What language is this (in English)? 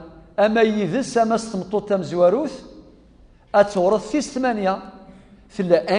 Kabyle